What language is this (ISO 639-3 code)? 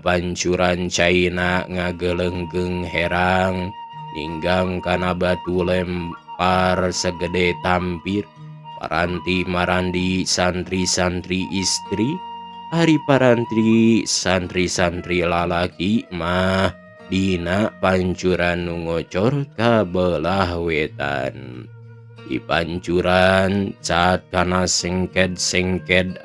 sun